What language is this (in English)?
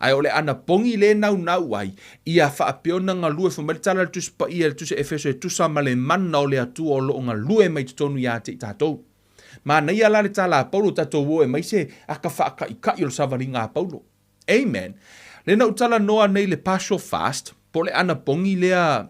Samoan